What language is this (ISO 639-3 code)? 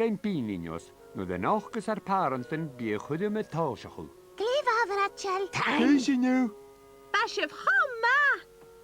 gla